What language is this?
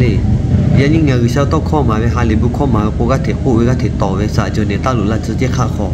Lahu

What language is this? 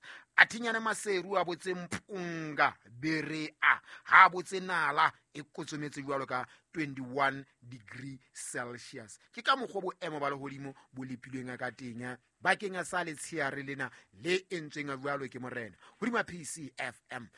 Southern Sotho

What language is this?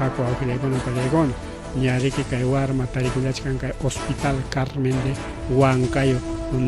Ayacucho Quechua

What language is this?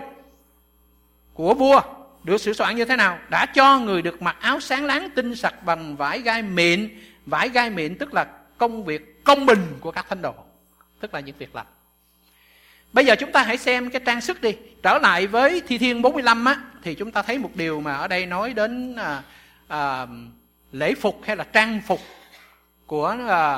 Vietnamese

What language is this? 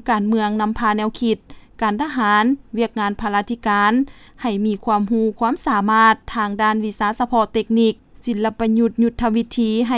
Lao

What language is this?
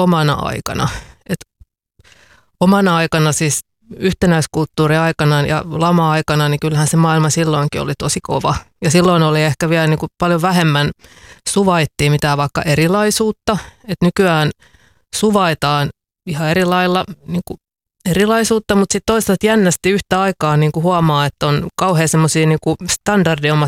Finnish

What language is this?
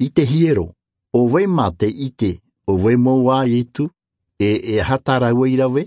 Tahitian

